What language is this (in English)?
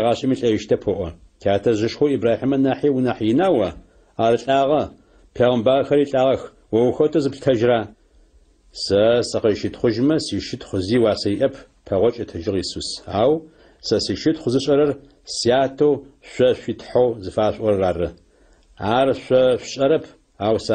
Adyghe